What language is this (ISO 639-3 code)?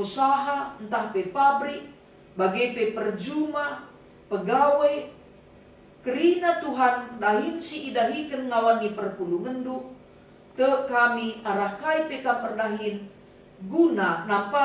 btx